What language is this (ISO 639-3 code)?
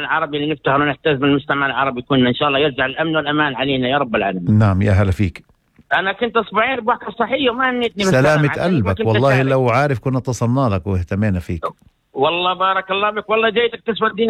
apc